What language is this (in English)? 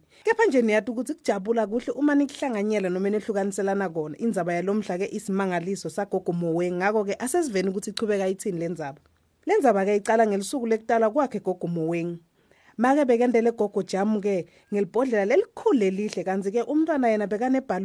Swati